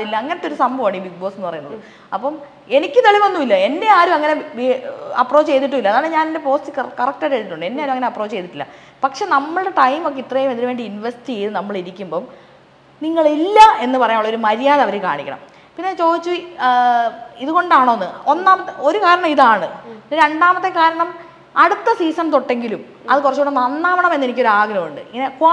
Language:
Malayalam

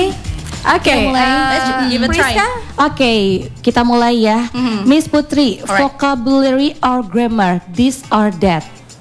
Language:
Indonesian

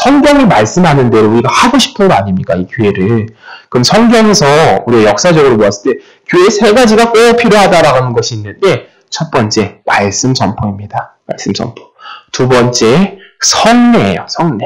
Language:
Korean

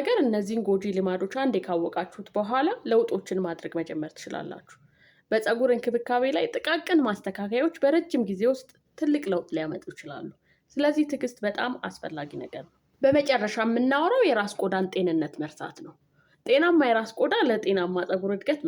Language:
Amharic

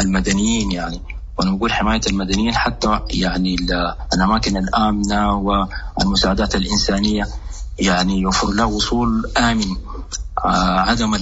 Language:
Sudanese Arabic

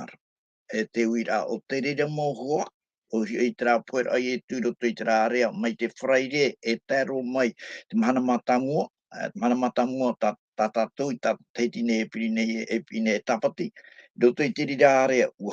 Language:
Tahitian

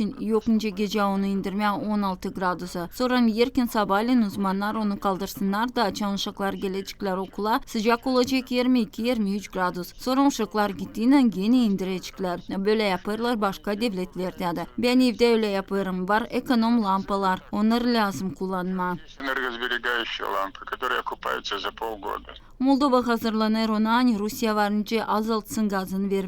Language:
Gagauz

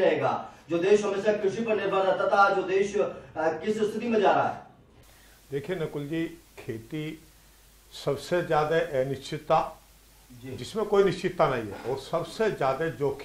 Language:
Hindi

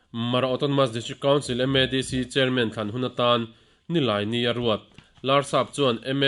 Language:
Mizo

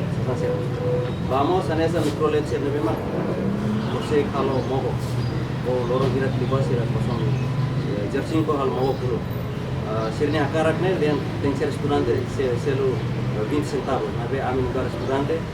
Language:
Tetum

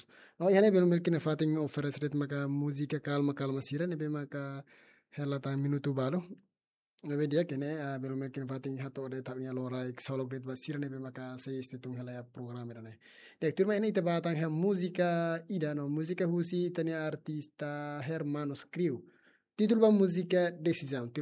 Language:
Tetum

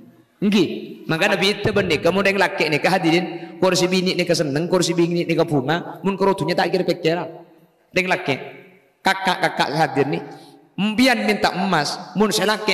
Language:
Madurese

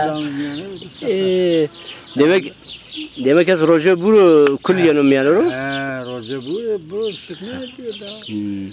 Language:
Zaza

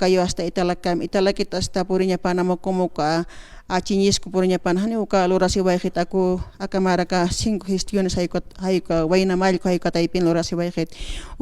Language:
Aymara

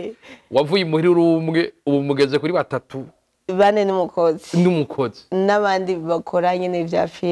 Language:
Rundi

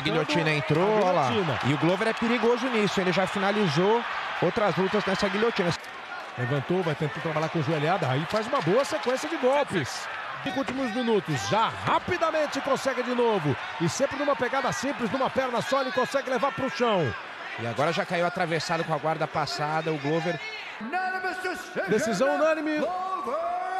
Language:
Portuguese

